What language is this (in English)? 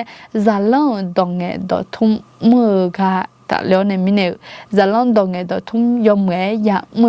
Akha